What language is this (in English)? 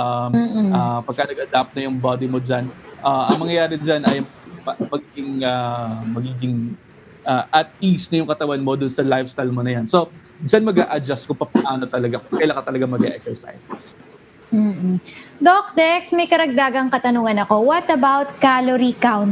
Filipino